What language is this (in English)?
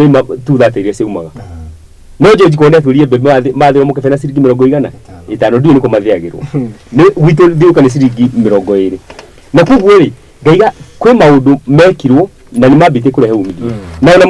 Kikuyu